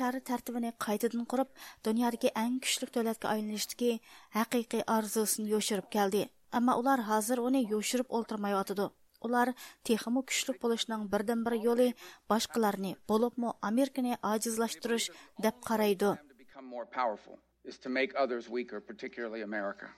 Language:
Uyghur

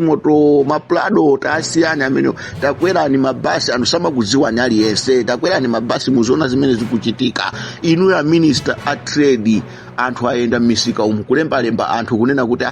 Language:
Nyanja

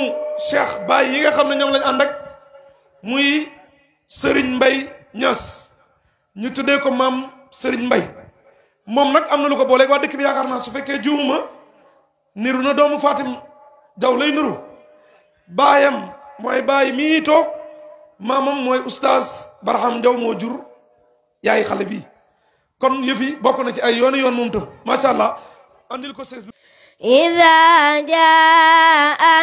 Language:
Wolof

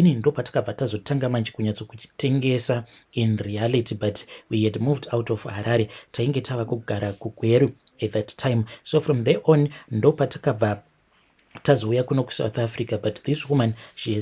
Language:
Shona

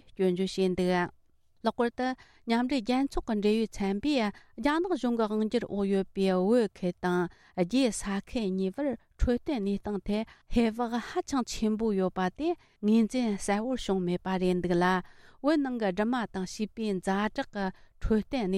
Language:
Tibetan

